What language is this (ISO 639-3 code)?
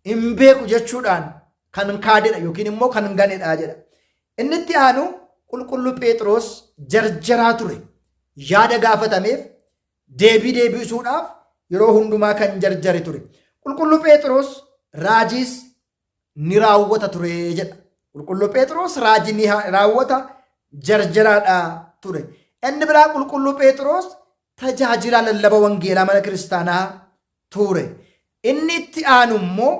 orm